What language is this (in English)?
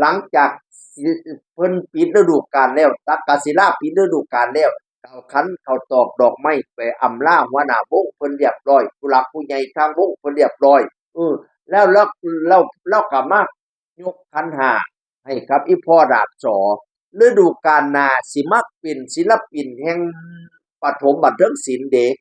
Northeastern Thai